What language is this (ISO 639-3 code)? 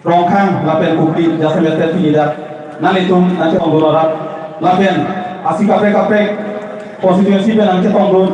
mjw